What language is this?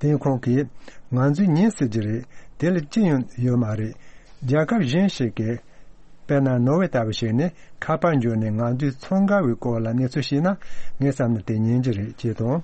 Tibetan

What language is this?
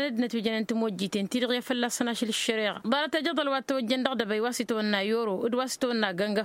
Tamasheq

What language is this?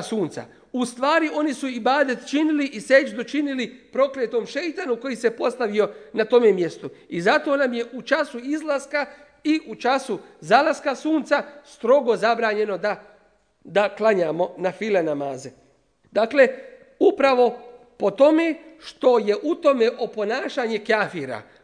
Bosnian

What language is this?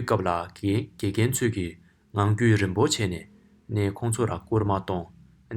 Tibetan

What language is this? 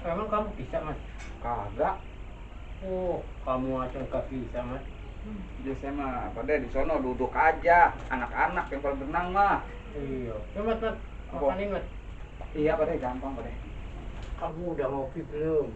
Betawi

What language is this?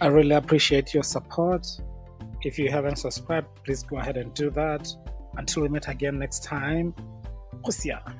Tswana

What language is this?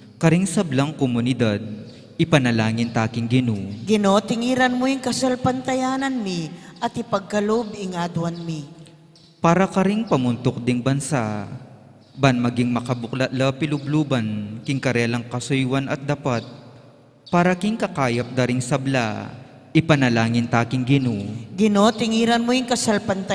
Pampanga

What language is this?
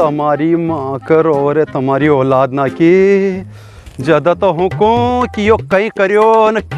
Rajasthani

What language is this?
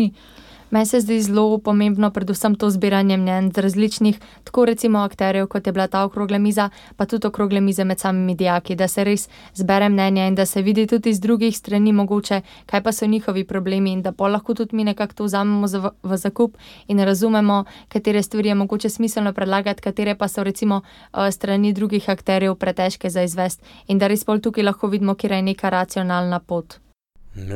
Slovenian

